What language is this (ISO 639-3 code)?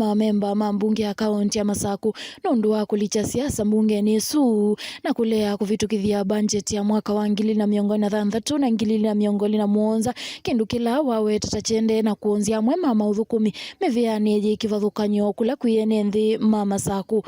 kam